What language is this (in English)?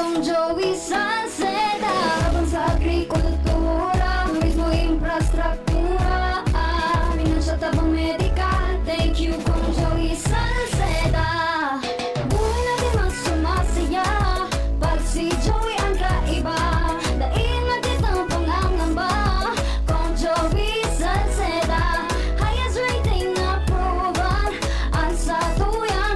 Bikol